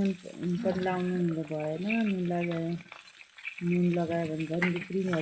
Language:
Nepali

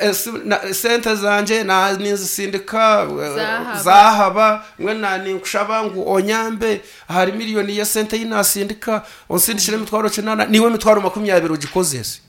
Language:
Nyankole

